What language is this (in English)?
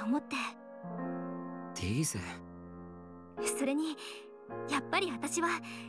Japanese